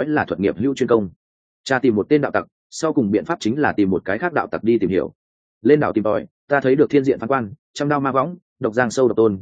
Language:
Vietnamese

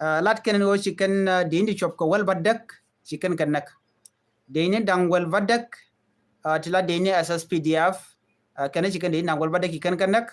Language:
Nuer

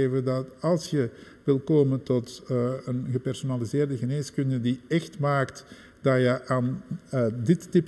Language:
Dutch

